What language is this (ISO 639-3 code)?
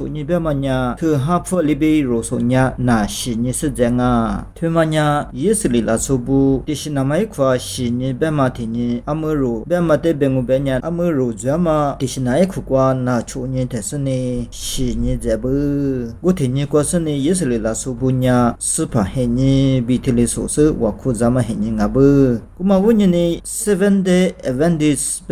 lis